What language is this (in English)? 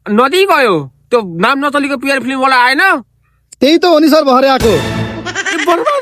Nepali